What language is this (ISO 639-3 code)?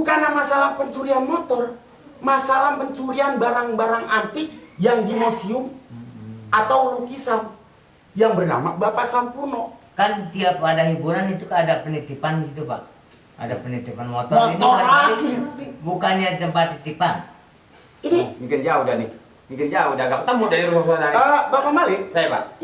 bew